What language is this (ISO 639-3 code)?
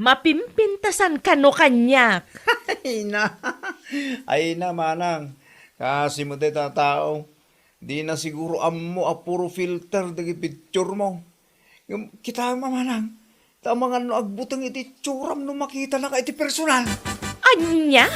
ilo